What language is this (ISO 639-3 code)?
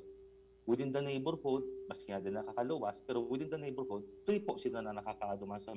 bik